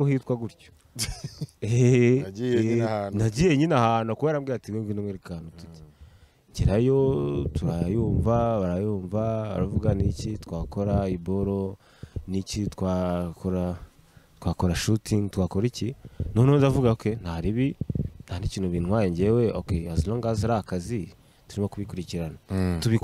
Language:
Kinyarwanda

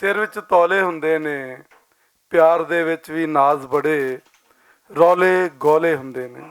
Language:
Western Panjabi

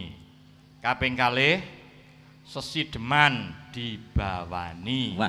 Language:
Javanese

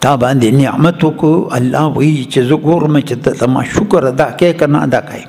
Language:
Pashto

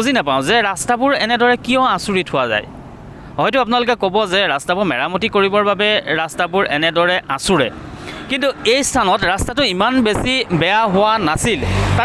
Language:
Assamese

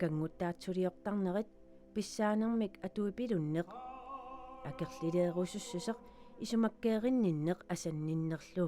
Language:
Kalaallisut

